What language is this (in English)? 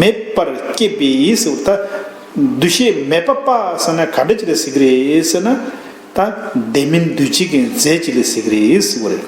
Tibetan